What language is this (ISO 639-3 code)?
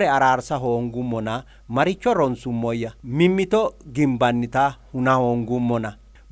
sid